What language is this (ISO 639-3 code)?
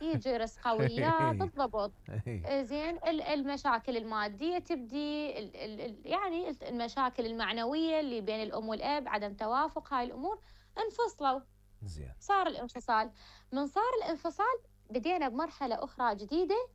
acm